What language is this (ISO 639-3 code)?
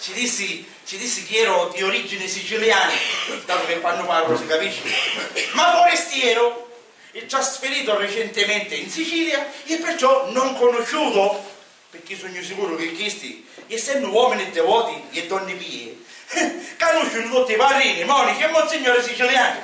scn